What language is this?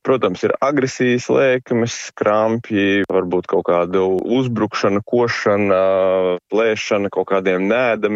Latvian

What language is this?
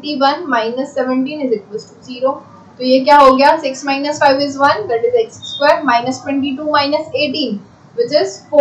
Hindi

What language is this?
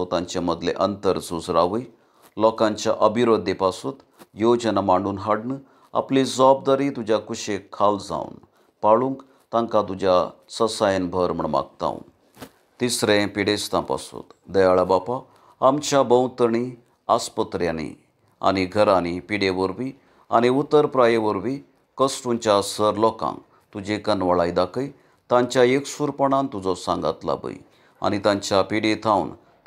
Konkani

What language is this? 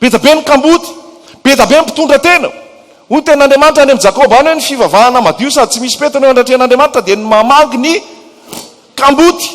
Malagasy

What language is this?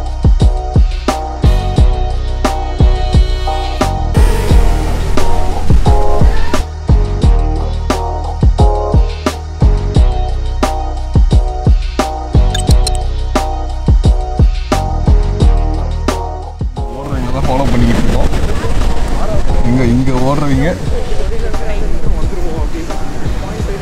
Tamil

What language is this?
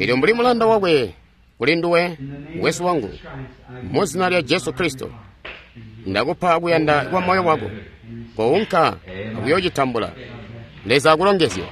Tonga (Zambia)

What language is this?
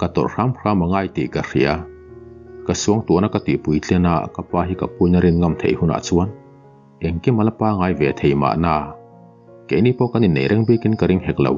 Mizo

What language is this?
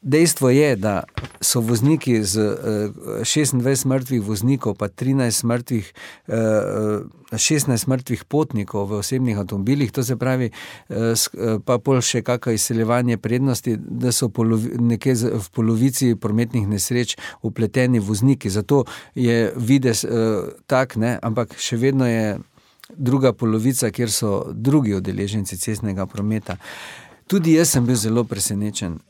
Slovenian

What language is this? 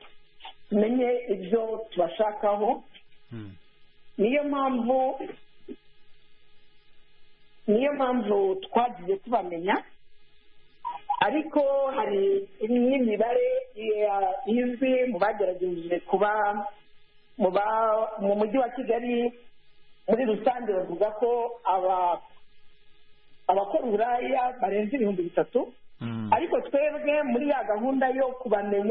Kinyarwanda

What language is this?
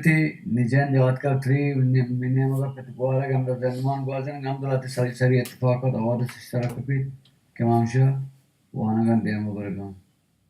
Baluchi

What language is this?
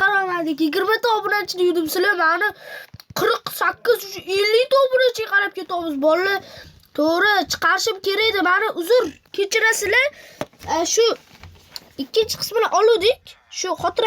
Uzbek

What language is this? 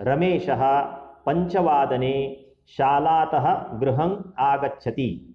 Sanskrit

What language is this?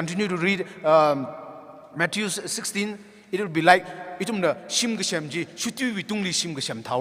Tangkhul Naga (India)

